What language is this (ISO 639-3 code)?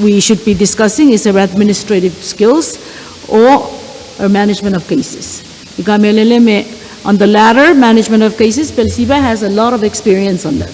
pon